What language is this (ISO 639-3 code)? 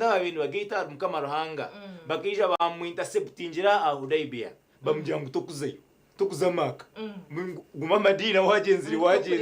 nyn